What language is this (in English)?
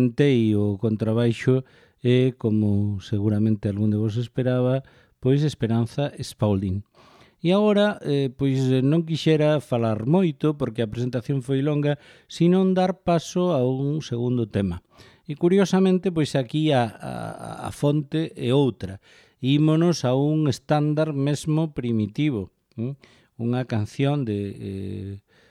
Galician